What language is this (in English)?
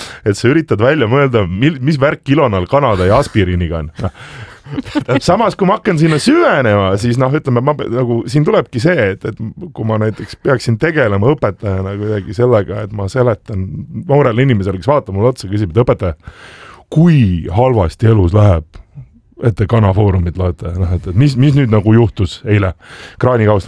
Estonian